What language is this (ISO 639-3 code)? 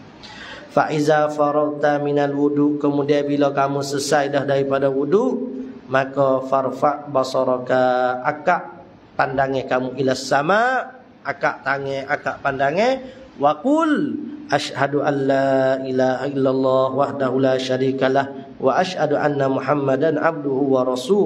msa